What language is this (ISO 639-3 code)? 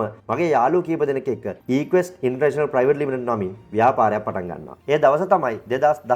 sin